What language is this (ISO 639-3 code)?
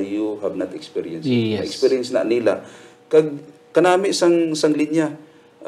hil